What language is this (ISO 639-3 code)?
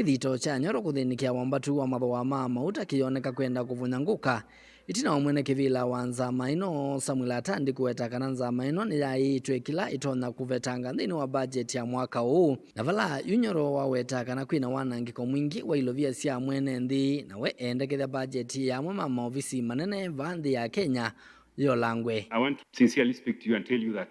kam